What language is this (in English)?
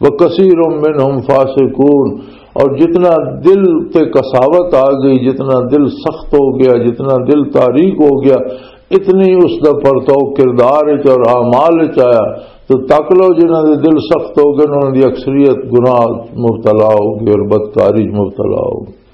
Western Panjabi